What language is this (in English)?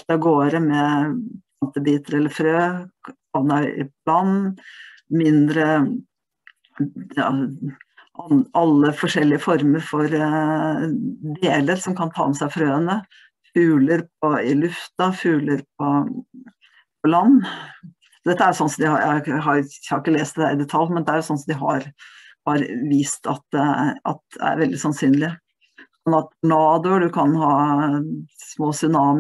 Norwegian